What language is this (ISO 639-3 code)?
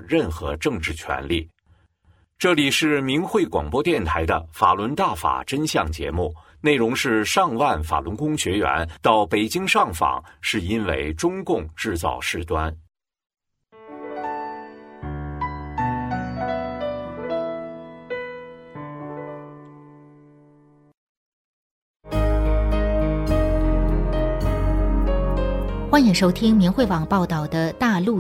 zho